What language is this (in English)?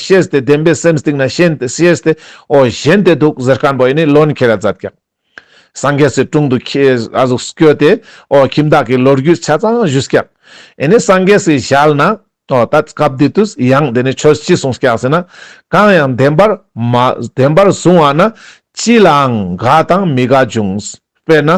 Ladakhi